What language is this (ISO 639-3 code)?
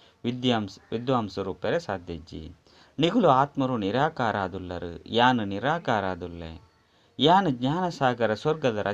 tcy